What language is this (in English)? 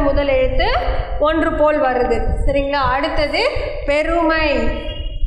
Tamil